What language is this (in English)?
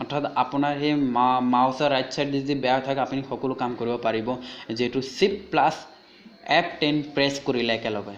Assamese